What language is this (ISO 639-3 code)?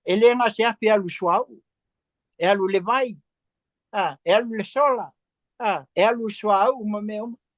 smo